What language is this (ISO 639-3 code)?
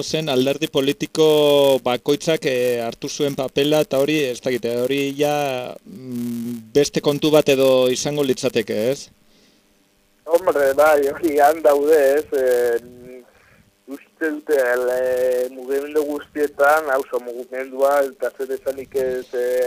eus